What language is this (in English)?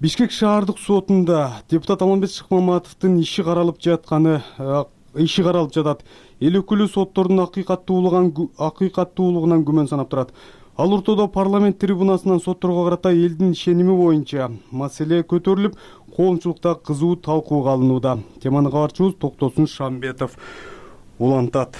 Kyrgyz